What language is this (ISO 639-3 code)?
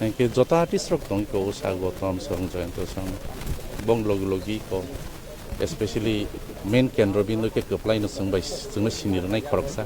trp